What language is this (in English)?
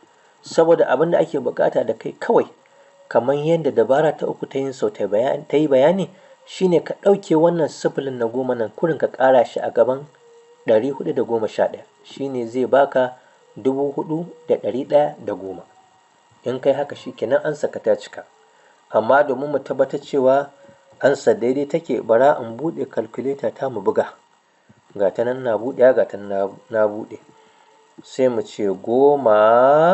Hausa